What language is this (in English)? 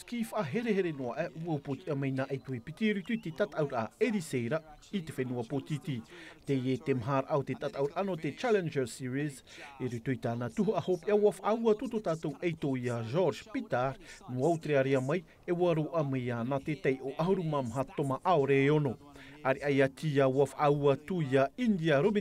Tahitian